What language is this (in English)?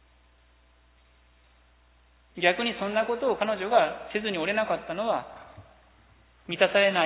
Japanese